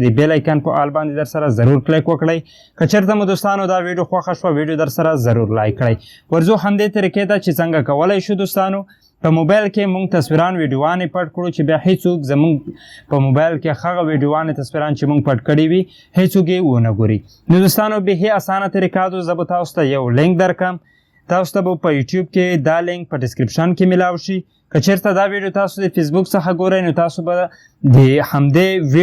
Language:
Pashto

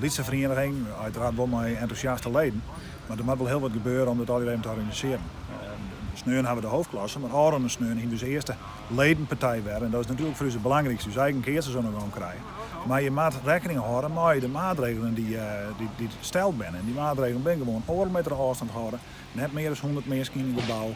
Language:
Western Frisian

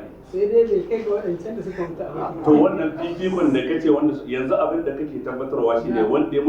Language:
Hausa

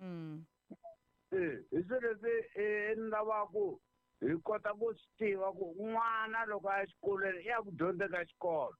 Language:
Tsonga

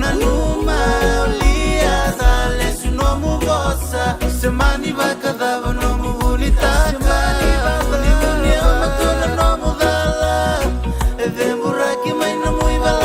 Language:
Fijian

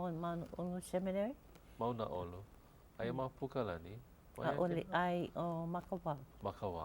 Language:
Hawaiian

